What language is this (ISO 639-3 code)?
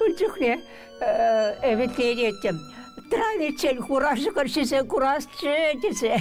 chv